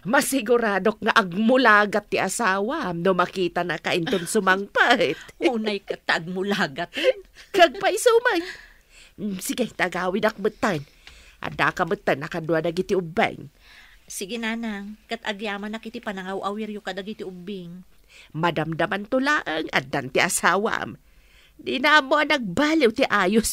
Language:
Iloko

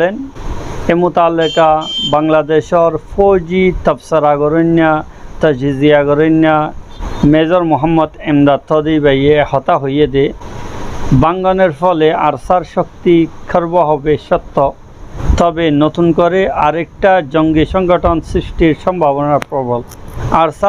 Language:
Rohingya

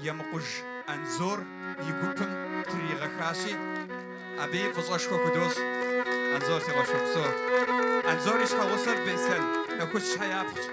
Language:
Kabardian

